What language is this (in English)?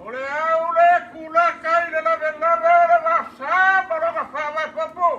Samoan